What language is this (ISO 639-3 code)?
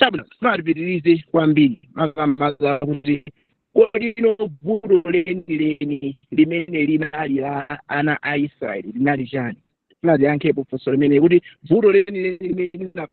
nya